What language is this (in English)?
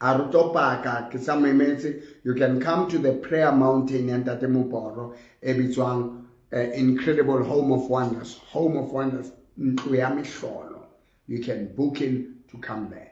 Southern Sotho